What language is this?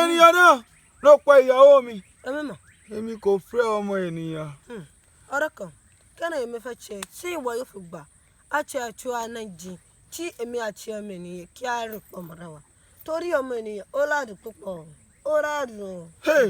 Yoruba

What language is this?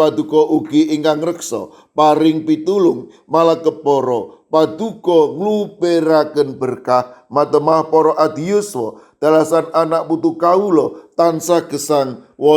Javanese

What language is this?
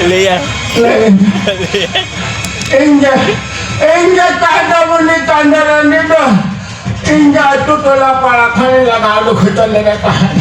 Santali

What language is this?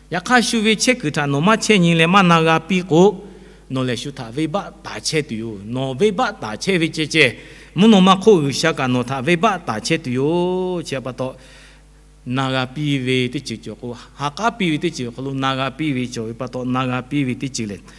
Lahu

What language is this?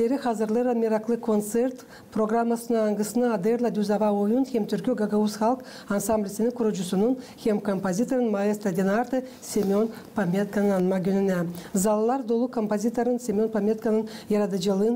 Gagauz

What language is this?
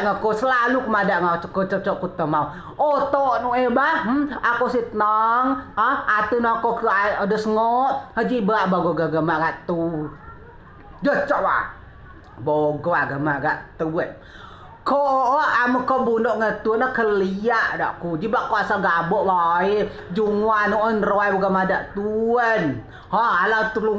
Rejang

